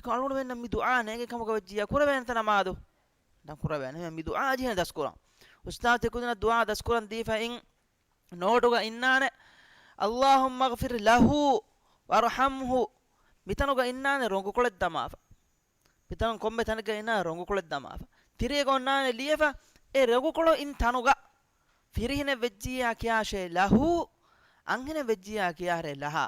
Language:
Divehi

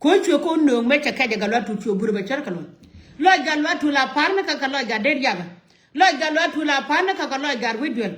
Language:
Nuer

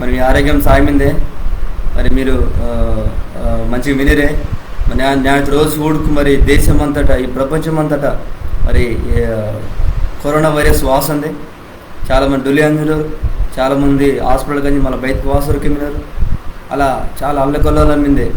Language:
Koya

